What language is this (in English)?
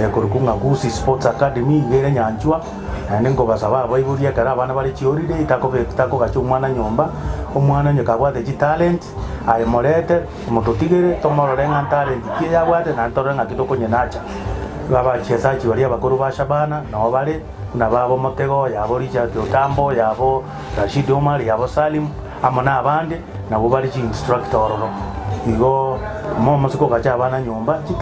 Gusii